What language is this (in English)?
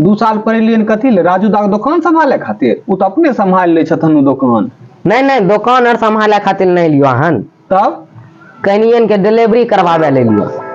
Maithili